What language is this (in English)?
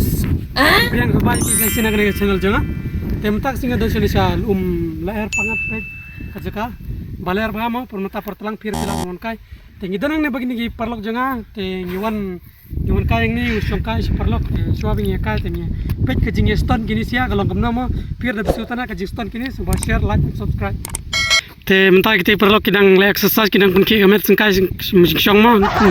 Khasi